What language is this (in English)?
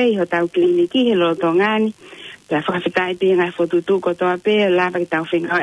Tongan